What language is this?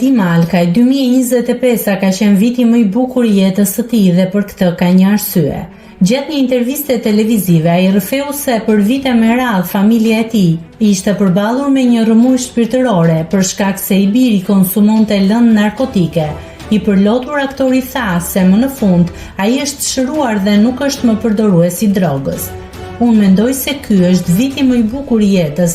Albanian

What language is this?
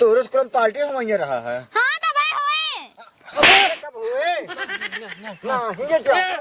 Awadhi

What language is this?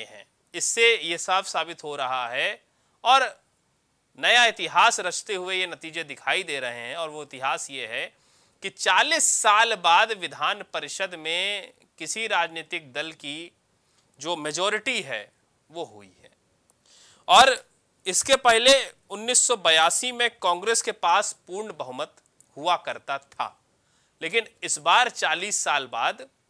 Hindi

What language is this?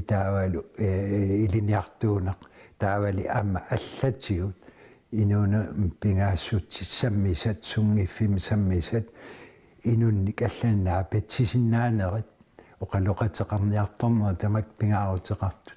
Kalaallisut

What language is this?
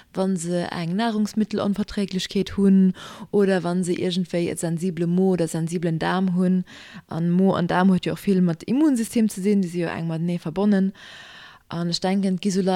Luxembourgish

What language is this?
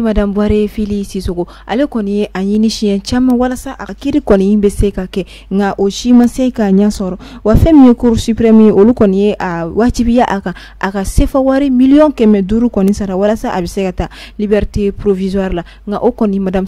Bambara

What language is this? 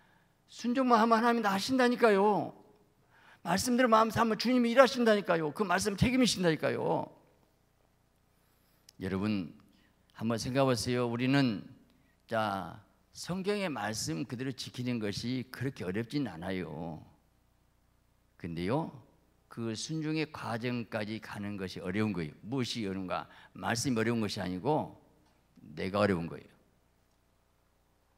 Korean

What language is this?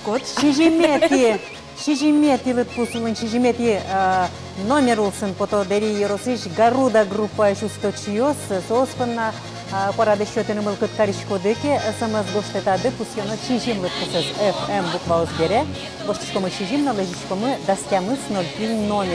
Udmurt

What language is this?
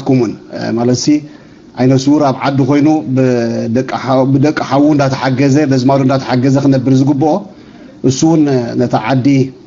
Tigrinya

